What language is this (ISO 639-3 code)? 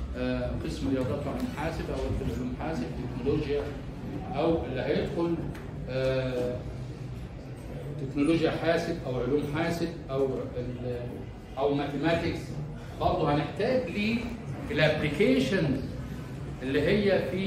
arz